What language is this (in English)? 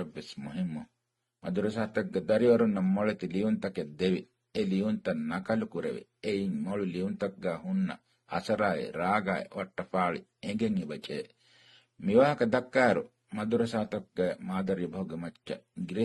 Divehi